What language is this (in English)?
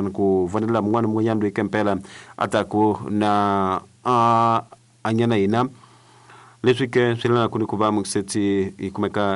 Tsonga